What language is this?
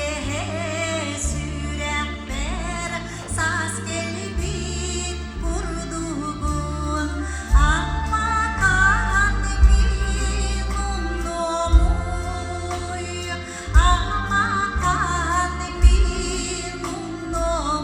Yakut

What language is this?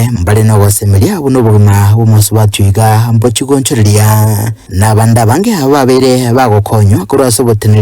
Gusii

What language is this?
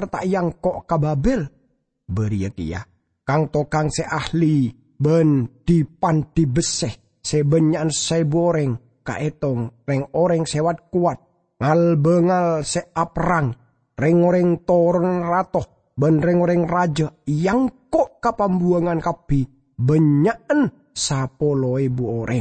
Madurese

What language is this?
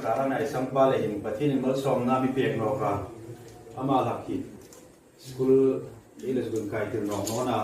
Hmar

